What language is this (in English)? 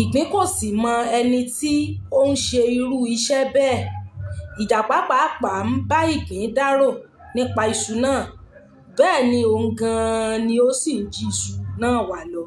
Yoruba